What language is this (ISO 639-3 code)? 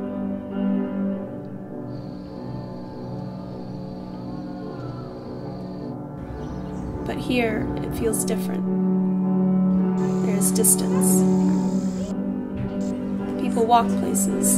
eng